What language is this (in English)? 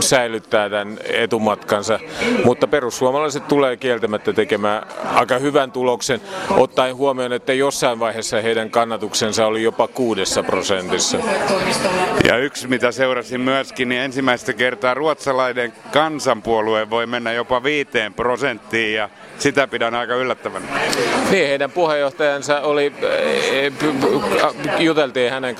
Finnish